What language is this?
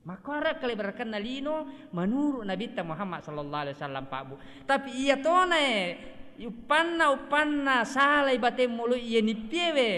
Buginese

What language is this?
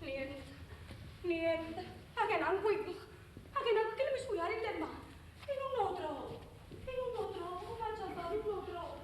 Neapolitan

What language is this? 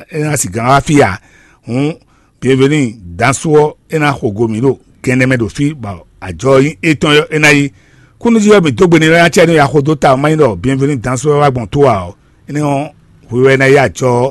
Fon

